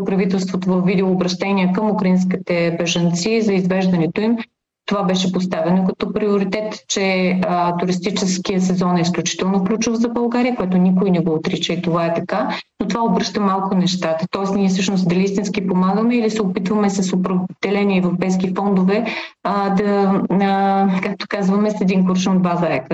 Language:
Bulgarian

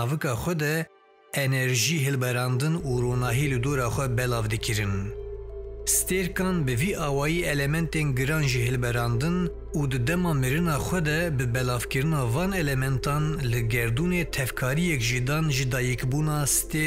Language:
Kurdish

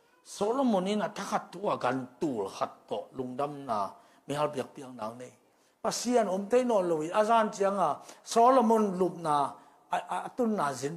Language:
Tedim Chin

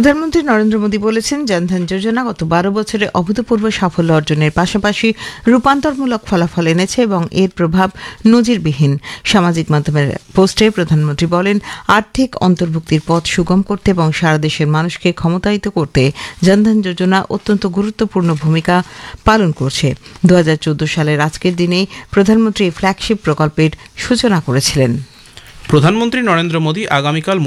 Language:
Bangla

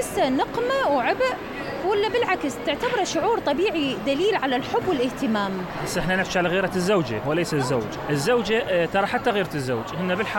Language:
Mesopotamian Arabic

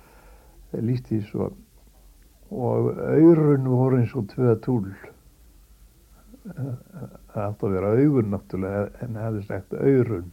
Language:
Icelandic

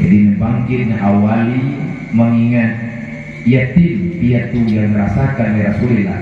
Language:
Achinese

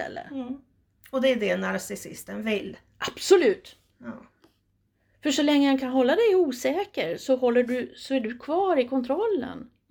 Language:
Swedish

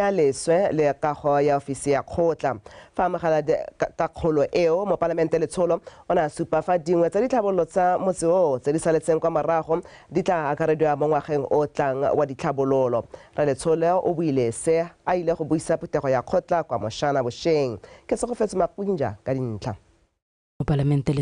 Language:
Tswana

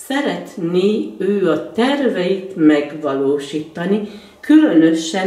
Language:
Hungarian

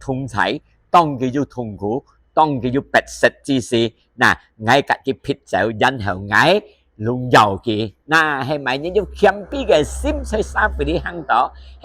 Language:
Hakka Chinese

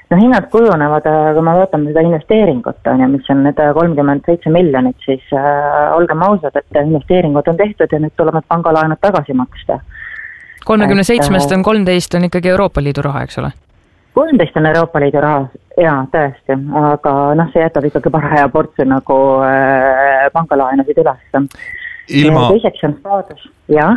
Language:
Estonian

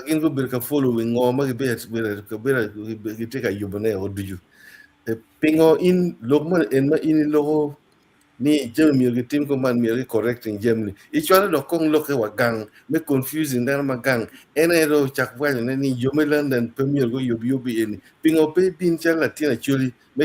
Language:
Acoli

